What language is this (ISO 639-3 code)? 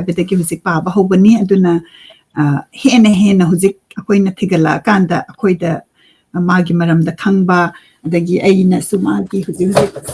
mni